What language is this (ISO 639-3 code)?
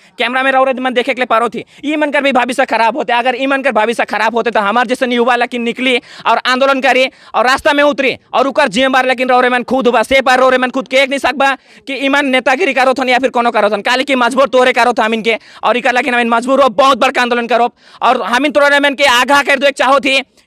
sck